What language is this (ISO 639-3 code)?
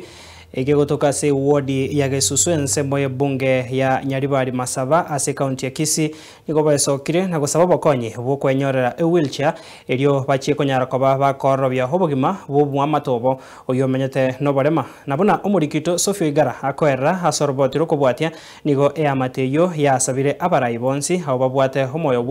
guz